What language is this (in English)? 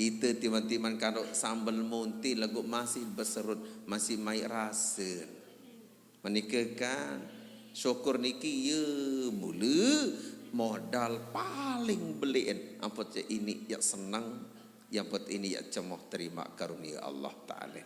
Sasak